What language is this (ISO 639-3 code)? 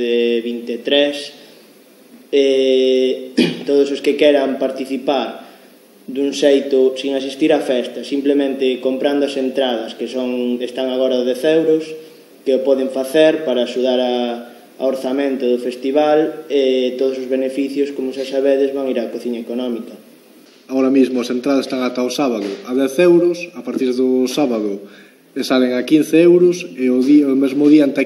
glg